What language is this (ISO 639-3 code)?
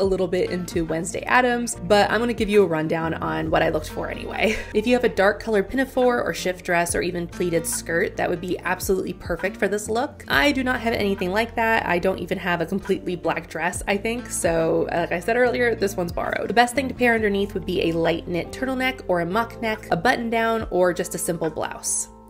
eng